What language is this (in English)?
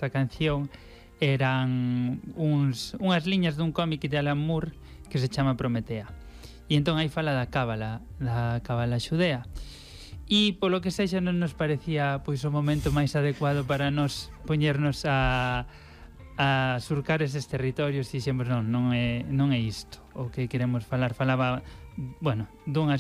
Galician